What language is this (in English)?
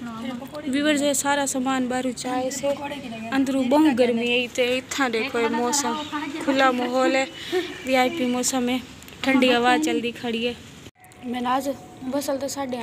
Saraiki